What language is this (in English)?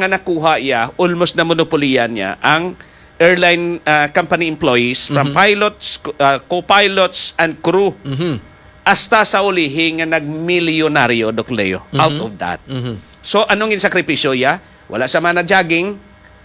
Hiligaynon